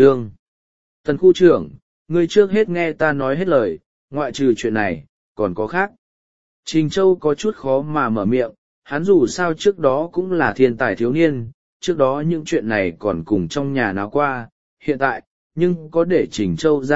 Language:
Vietnamese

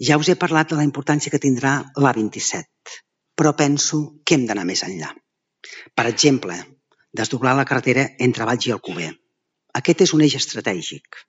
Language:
Catalan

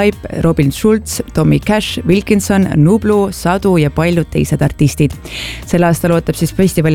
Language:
Estonian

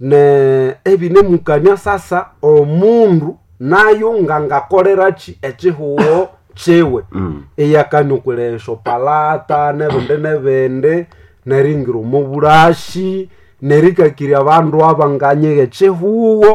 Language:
Nande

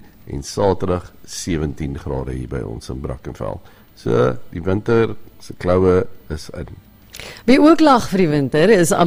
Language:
Afrikaans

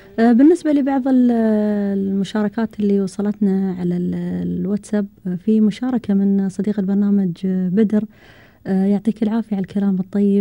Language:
Gulf Arabic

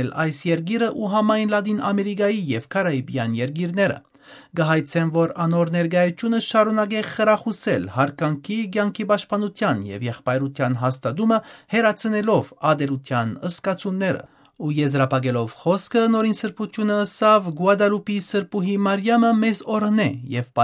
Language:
Armenian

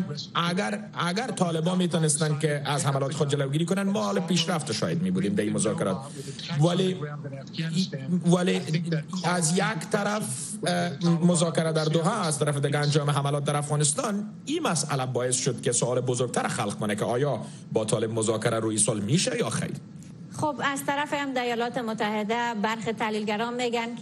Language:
Persian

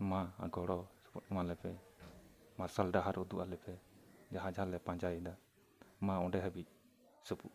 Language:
Santali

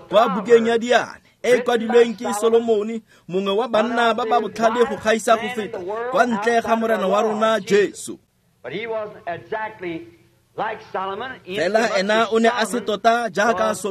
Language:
Tswana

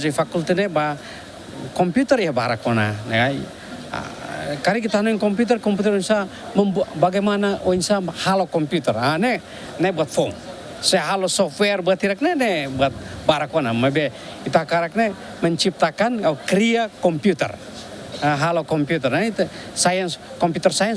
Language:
Tetum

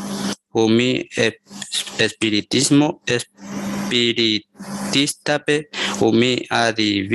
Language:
Guarani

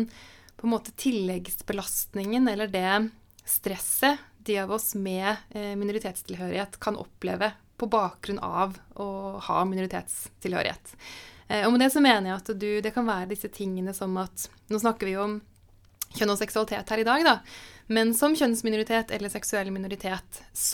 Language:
Norwegian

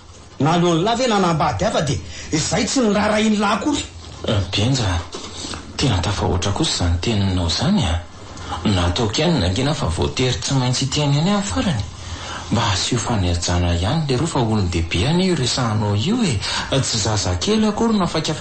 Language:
Malagasy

